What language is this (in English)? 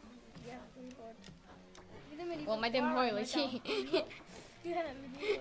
Welsh